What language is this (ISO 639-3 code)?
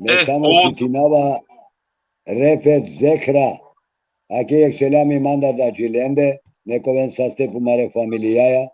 rmn